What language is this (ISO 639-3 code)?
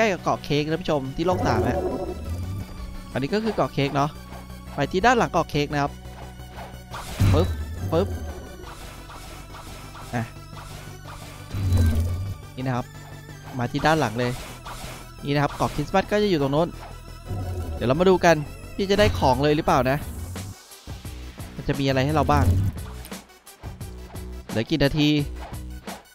tha